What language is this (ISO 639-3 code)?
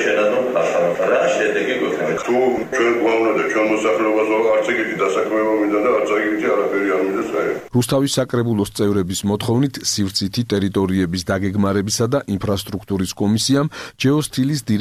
kat